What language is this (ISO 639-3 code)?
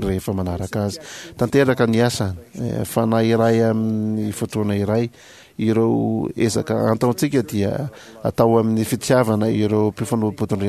mlg